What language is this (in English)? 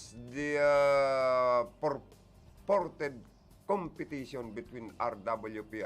Bikol